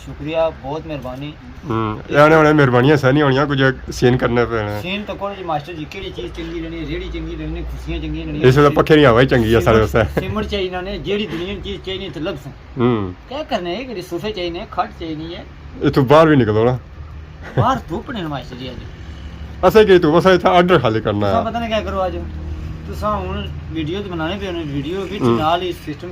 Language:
Pahari-Potwari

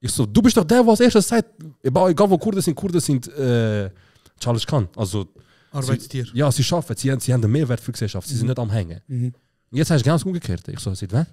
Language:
Swiss German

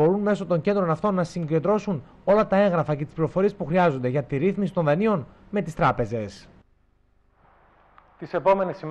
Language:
Greek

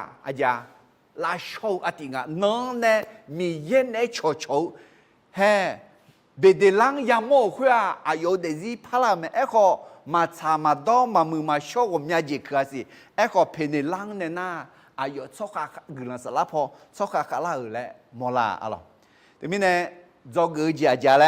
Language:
Akha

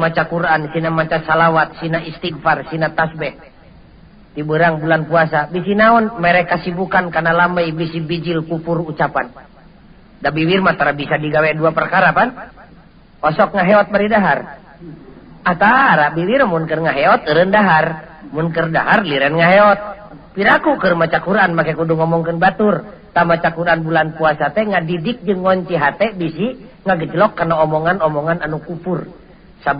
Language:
Sundanese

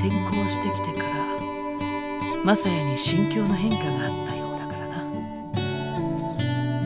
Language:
Japanese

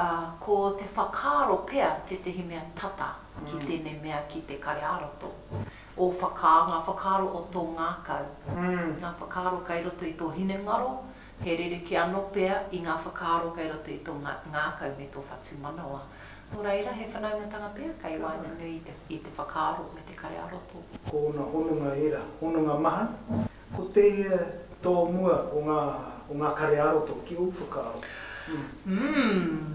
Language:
Māori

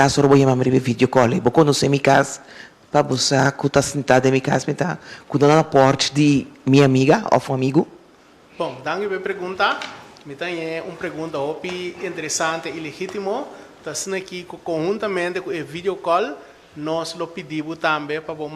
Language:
Papiamento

